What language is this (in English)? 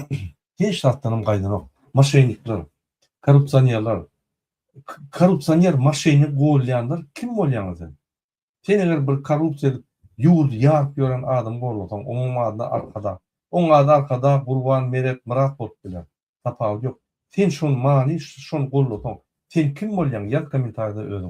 Turkmen